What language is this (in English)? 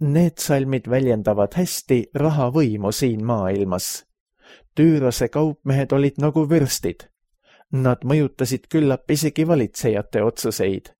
Estonian